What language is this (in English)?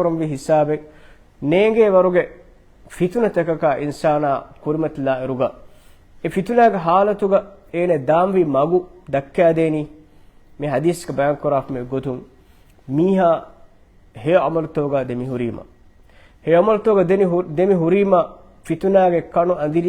Divehi